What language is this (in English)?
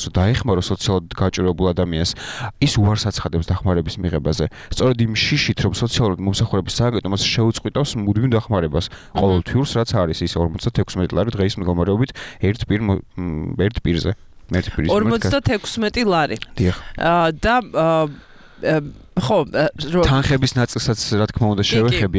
Georgian